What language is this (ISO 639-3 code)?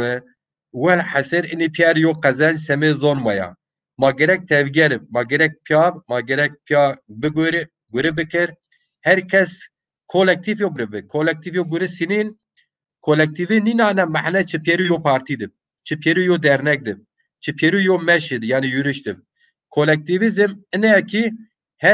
zza